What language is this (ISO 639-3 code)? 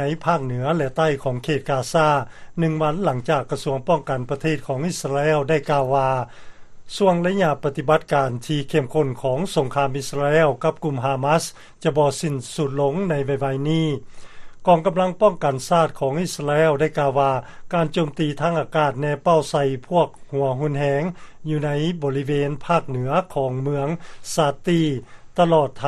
lao